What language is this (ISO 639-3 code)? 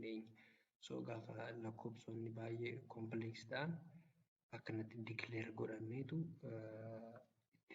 orm